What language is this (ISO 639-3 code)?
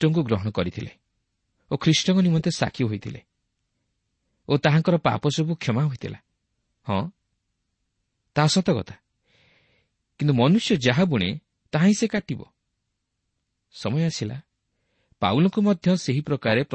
ori